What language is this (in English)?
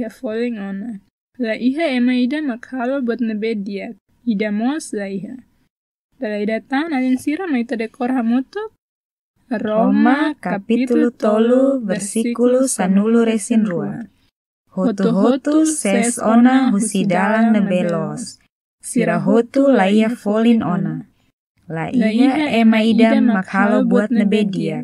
Tetum